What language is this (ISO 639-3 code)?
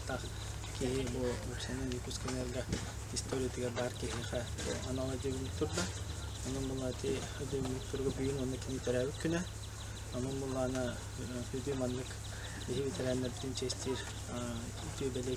sah